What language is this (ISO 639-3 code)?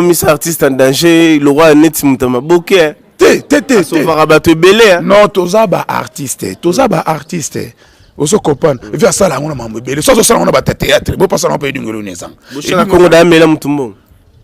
lin